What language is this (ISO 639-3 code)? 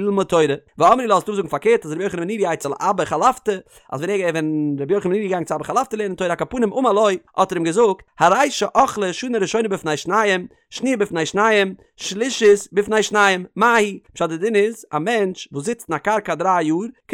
yid